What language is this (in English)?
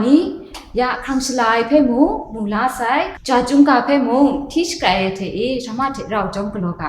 Kachin